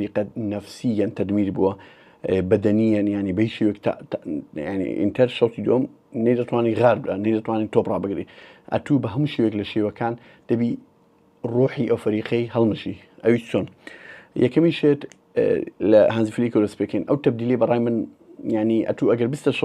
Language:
Central Kurdish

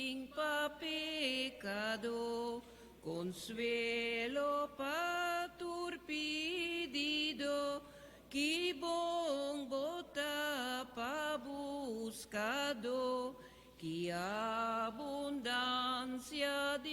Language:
Papiamento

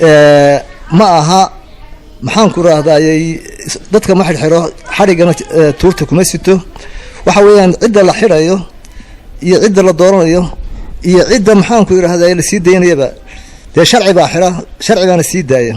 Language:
Somali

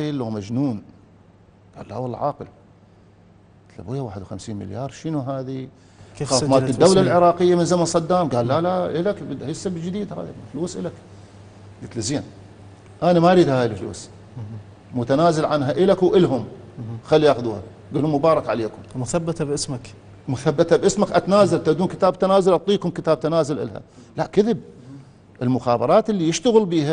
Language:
Mesopotamian Arabic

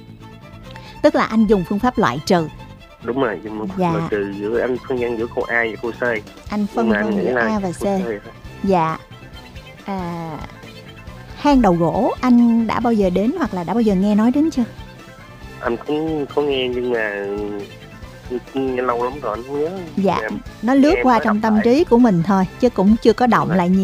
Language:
Vietnamese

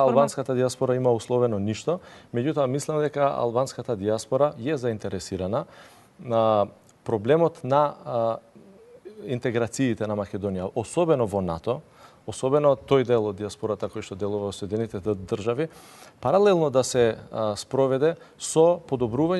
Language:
Macedonian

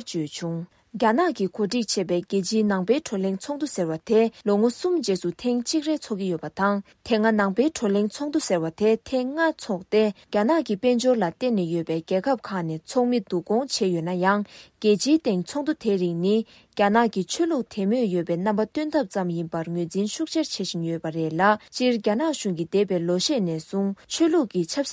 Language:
Tibetan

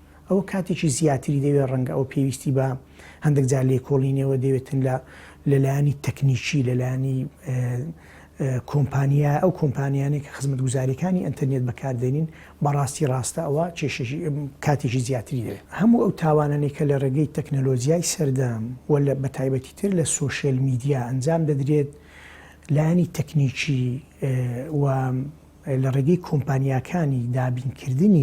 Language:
Central Kurdish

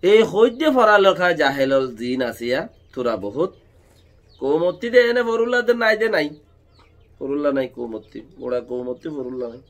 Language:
Rohingya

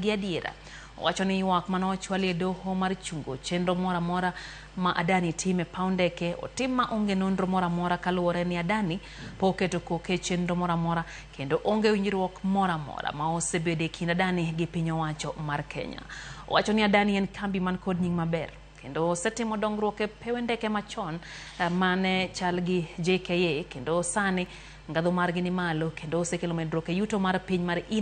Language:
Luo (Kenya and Tanzania)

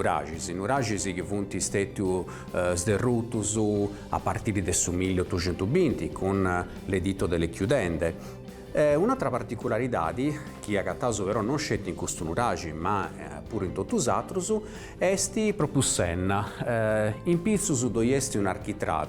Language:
Sardinian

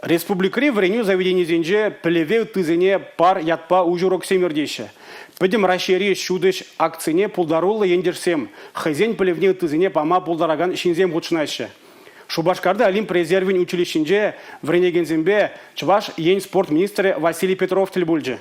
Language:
Chuvash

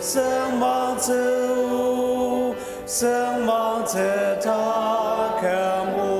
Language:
Ao Naga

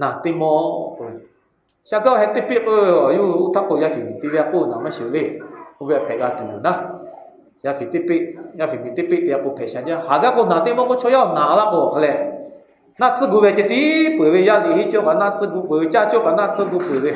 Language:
Lahu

